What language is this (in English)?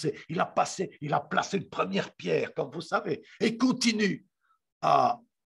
French